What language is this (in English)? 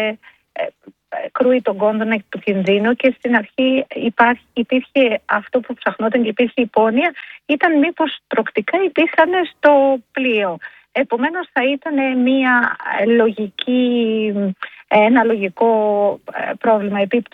Greek